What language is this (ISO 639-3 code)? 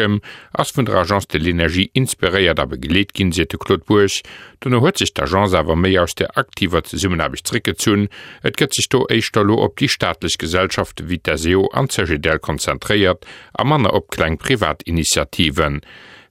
ltz